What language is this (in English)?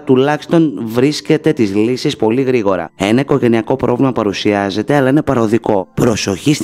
Greek